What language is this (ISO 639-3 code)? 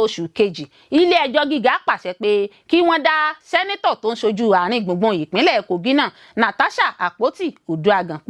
yor